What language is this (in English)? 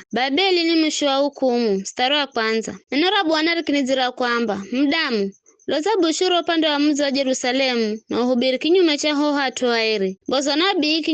Giryama